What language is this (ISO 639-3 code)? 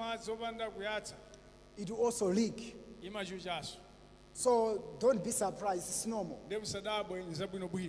nya